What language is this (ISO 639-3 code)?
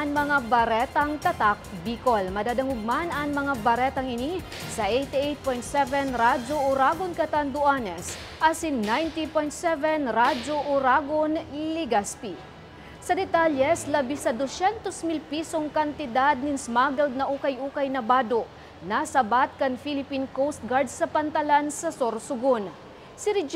bik